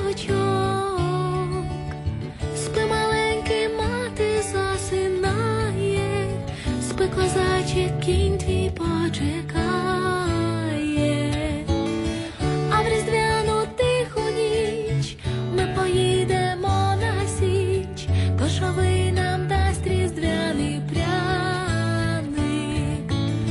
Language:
Ukrainian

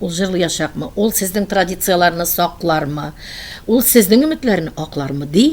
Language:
Tatar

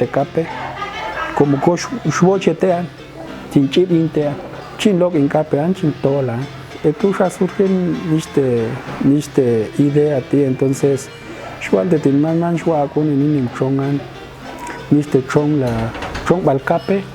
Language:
Popti'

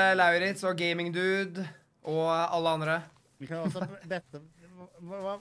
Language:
Norwegian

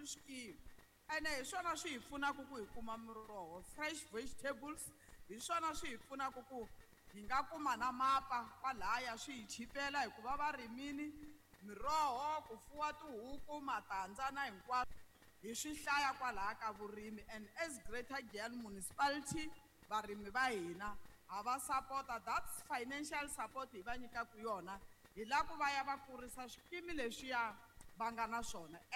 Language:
Tsonga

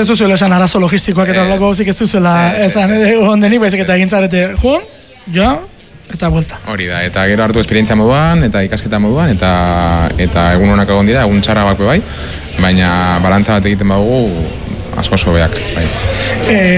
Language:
Basque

